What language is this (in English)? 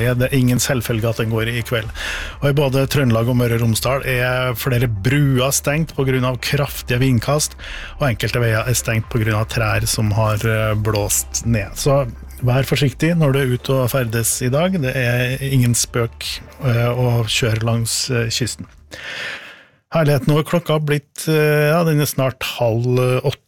Norwegian